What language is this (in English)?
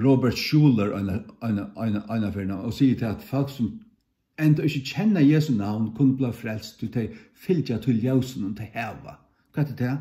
Faroese